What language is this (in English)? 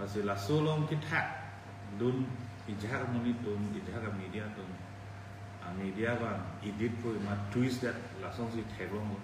Karbi